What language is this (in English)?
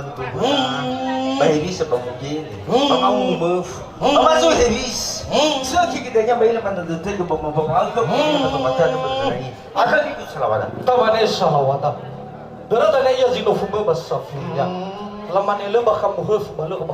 Nias